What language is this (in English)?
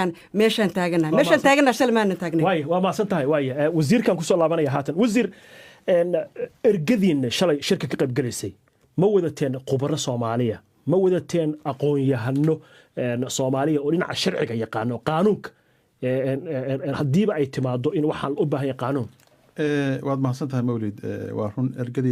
Somali